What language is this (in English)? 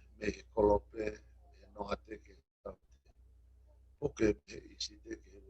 Tongan